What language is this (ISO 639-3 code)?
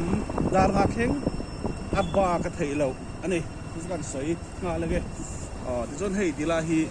lus